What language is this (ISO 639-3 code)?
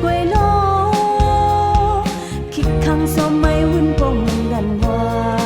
kac